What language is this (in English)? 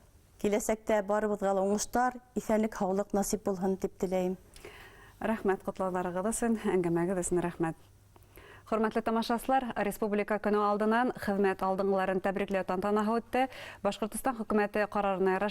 Bashkir